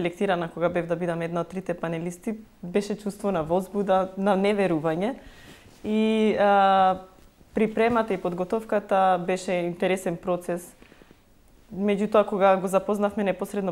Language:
Macedonian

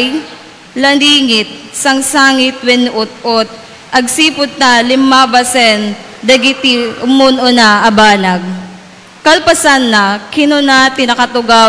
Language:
Iloko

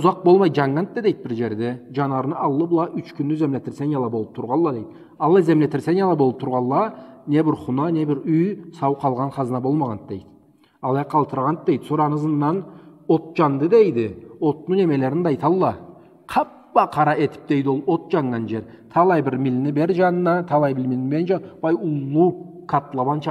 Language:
Karachay-Balkar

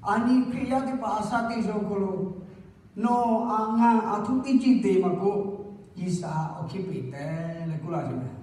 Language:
Lahu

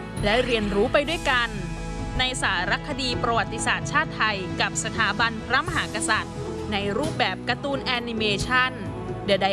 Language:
Thai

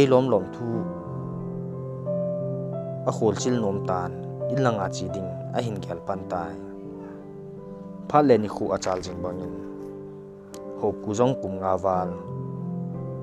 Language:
Thado Chin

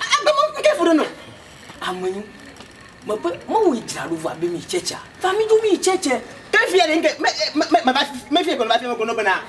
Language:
Ewe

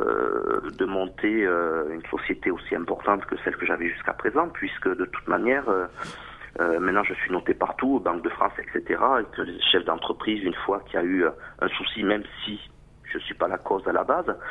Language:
French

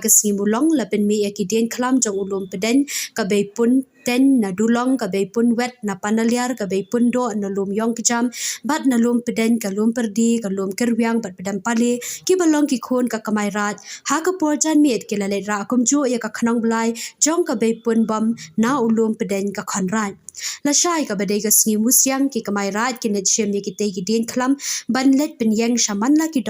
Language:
Khasi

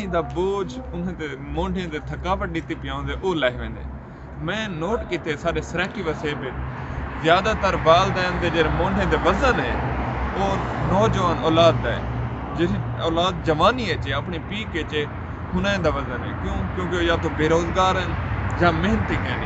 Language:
Saraiki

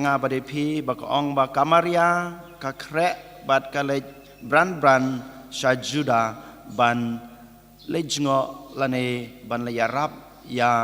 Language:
Khasi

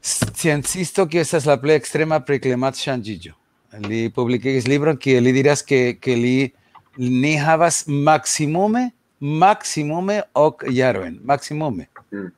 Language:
Esperanto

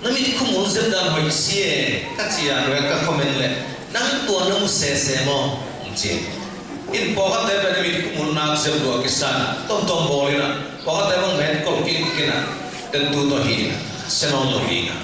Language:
Tedim Chin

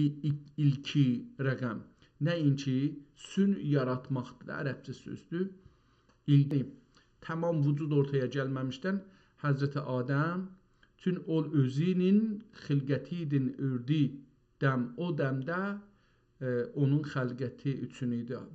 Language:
South Azerbaijani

